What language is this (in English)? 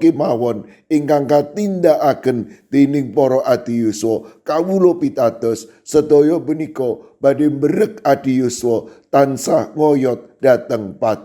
Javanese